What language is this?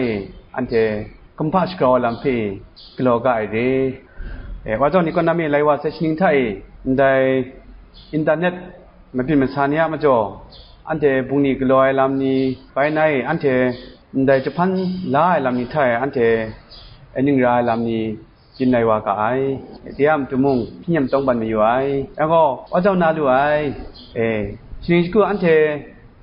Kachin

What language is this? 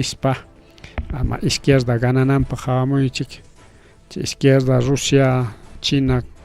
Ayacucho Quechua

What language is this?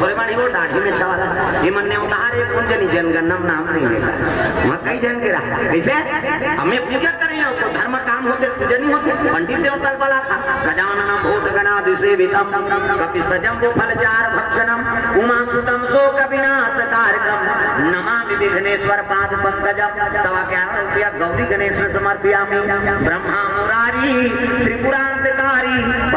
Chhattisgarhi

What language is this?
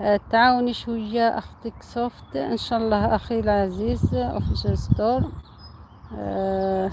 Algerian Arabic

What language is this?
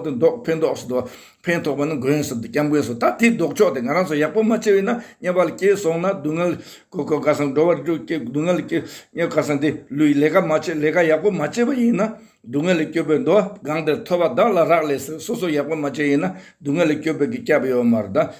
Tibetan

